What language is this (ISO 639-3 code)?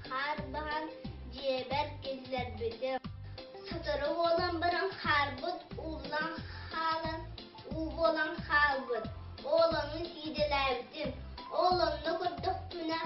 sah